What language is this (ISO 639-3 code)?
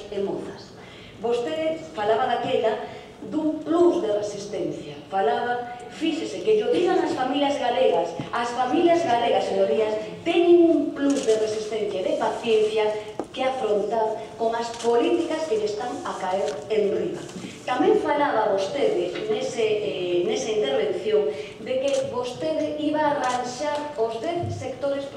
glg